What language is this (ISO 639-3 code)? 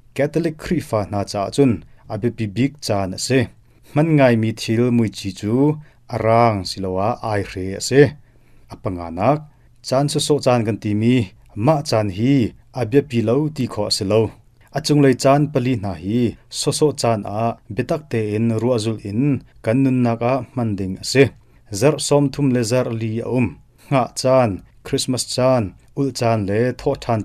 cnh